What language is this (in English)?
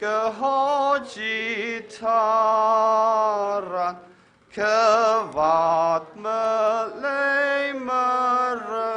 Tangkhul Naga (India)